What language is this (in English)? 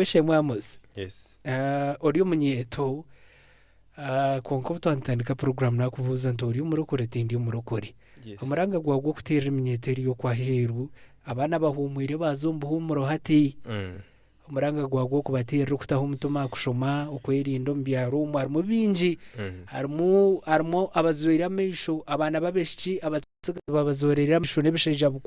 Nyankole